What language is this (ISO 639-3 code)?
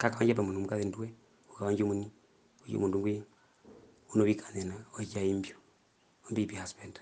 her